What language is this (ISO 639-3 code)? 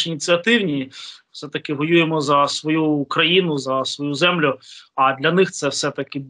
ukr